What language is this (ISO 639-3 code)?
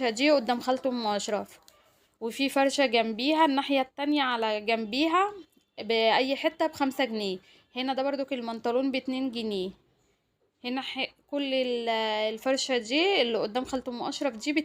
arz